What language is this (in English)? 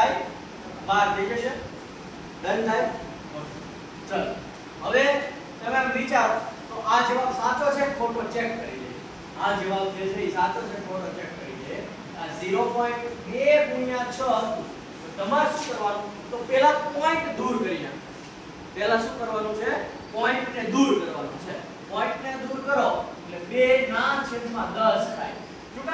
Gujarati